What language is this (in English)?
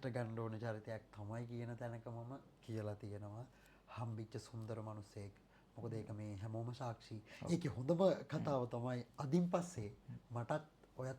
Sinhala